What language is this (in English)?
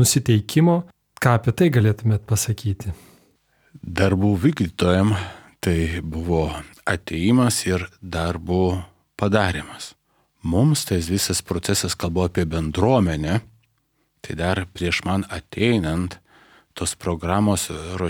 Lithuanian